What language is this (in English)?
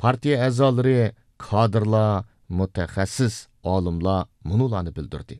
Uyghur